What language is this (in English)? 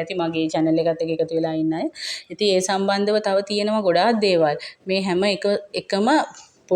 Sinhala